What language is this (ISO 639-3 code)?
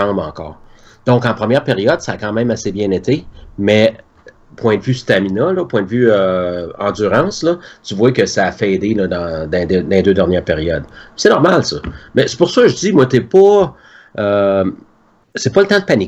fra